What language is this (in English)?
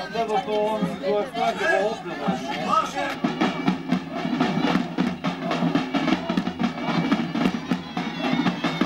Bulgarian